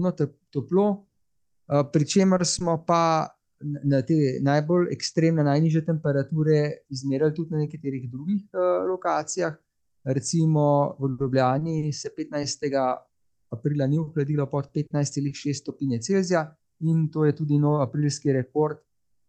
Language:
Slovenian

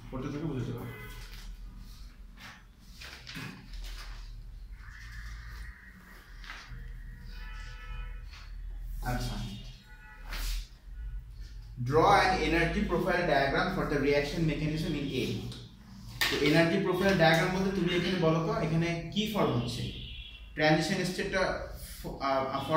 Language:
Bangla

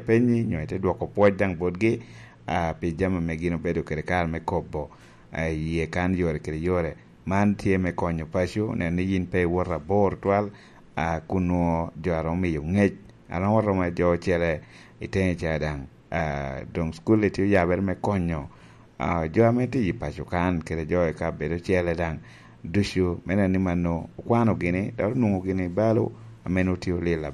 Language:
Lango (Uganda)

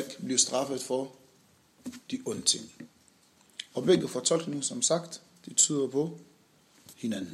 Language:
Danish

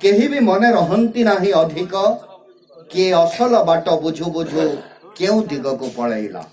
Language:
Odia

